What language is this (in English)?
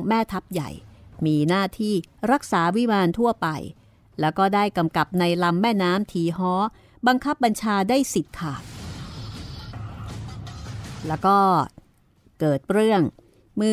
Thai